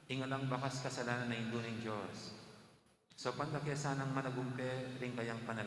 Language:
Pampanga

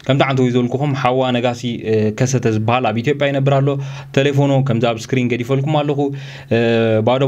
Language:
Tigrinya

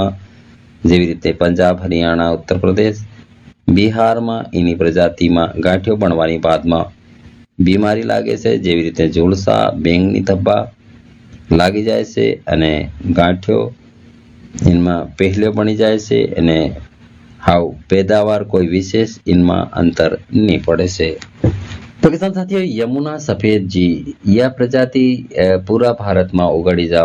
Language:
Gujarati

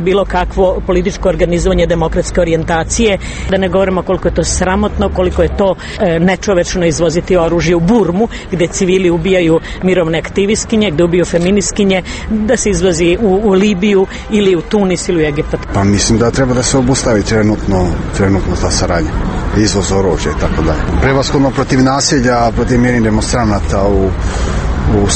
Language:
Serbian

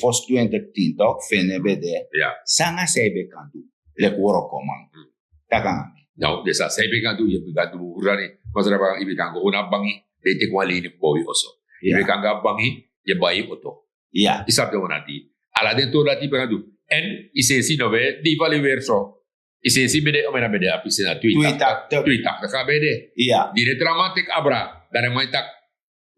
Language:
Sranan Tongo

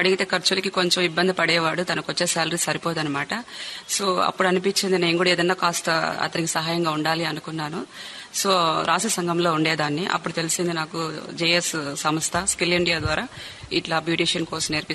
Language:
Telugu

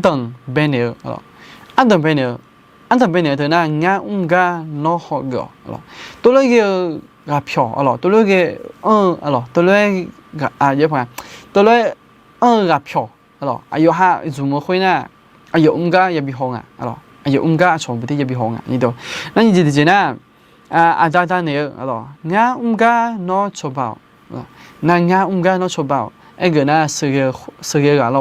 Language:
Akha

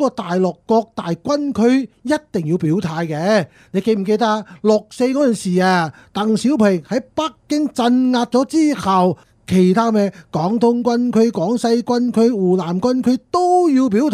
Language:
Cantonese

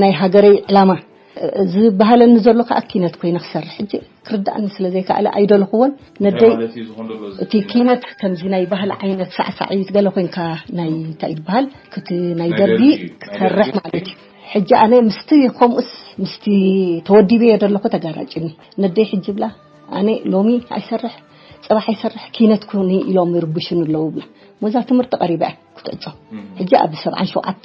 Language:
Tigrinya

